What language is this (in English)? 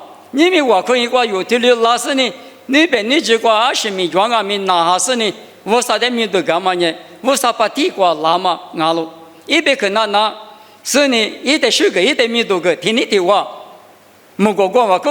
Lisu